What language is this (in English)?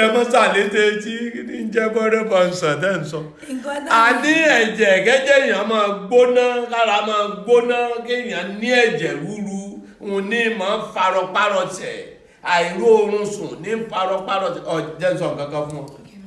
Yoruba